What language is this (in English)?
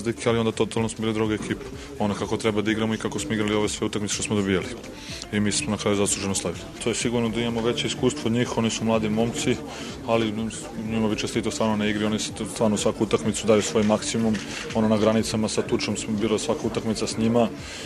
Serbian